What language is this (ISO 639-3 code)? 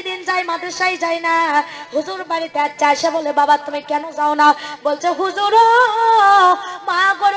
ben